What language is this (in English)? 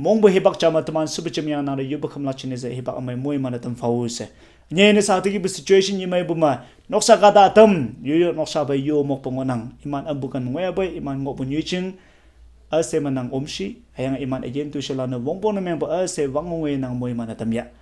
Konyak Naga